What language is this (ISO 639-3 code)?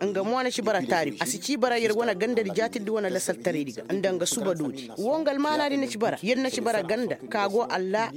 ses